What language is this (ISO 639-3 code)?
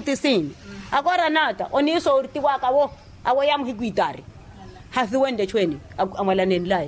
vmw